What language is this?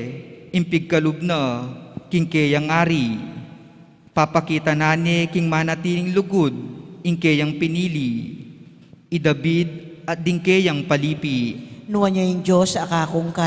Pampanga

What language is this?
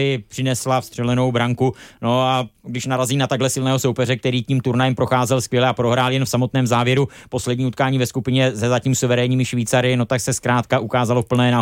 Czech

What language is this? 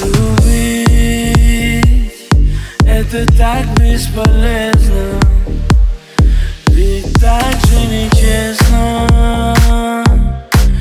Russian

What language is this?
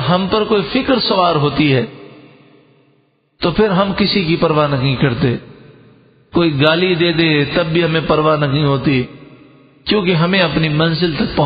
Urdu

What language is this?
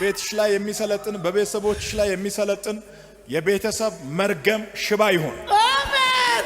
Amharic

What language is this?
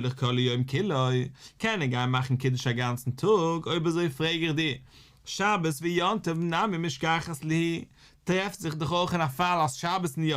Yiddish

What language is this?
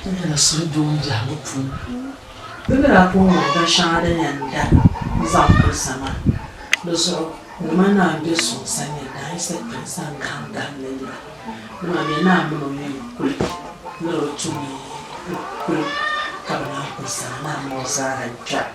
Dagbani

